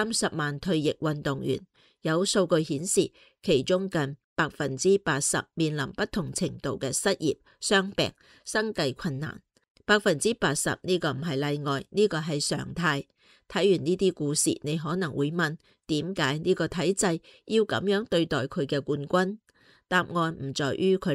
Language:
Cantonese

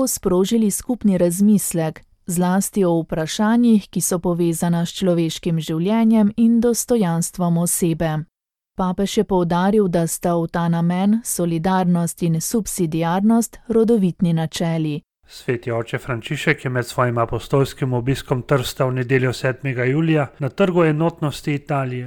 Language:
Slovenian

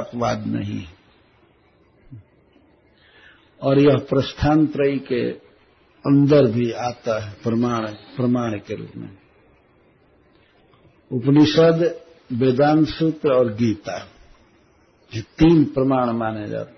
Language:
Hindi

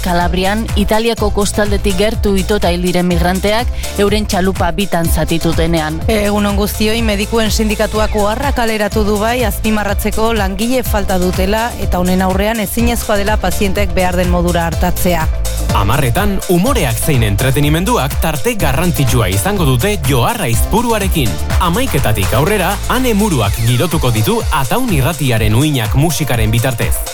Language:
Basque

